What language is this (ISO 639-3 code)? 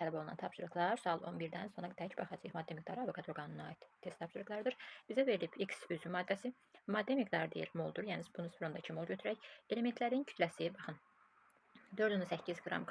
aze